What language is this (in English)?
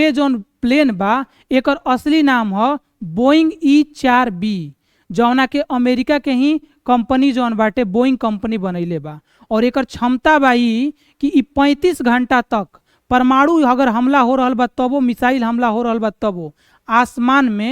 Bhojpuri